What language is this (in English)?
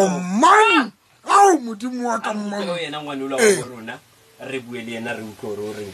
Southern Sotho